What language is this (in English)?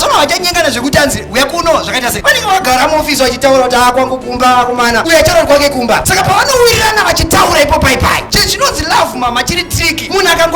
Shona